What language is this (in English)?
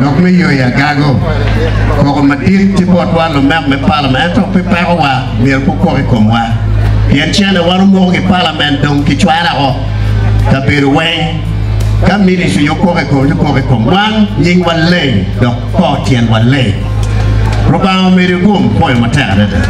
Acoli